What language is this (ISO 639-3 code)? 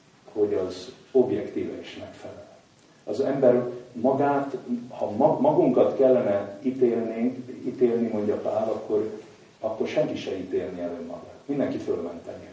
hun